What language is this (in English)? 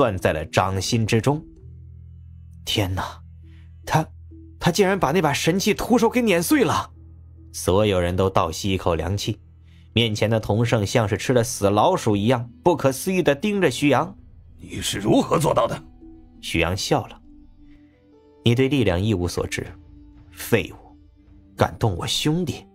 Chinese